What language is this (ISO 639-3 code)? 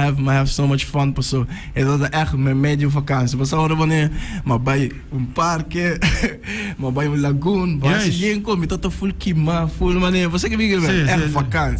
pap